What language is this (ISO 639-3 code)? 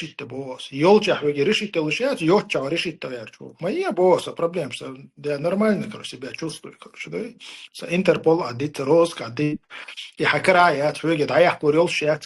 che